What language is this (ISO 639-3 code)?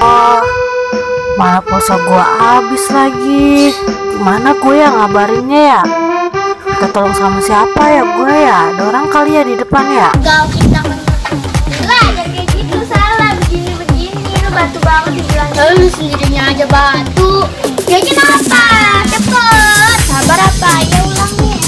bew